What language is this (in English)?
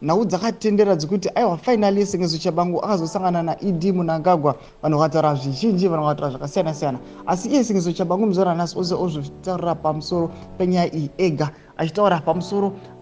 Shona